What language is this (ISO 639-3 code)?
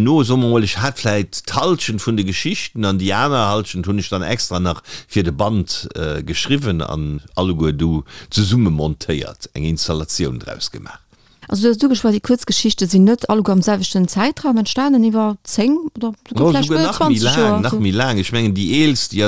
ltz